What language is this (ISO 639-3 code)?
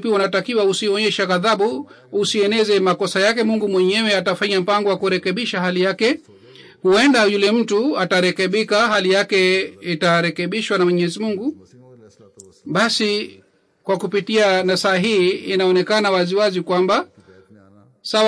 swa